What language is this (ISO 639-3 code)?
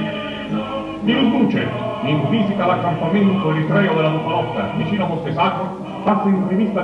ita